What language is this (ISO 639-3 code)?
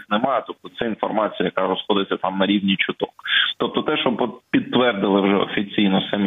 ukr